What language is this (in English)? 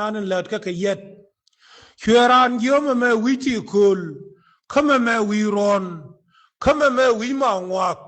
Nuer